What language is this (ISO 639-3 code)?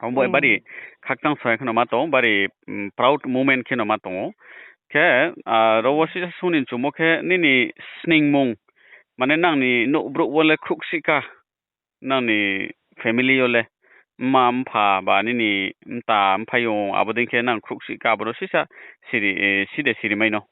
ria